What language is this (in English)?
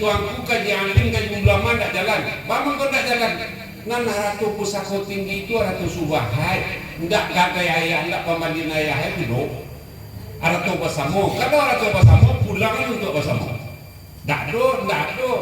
Minangkabau